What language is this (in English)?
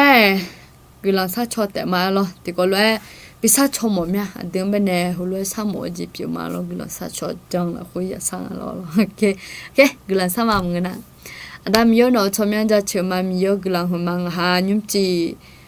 Akha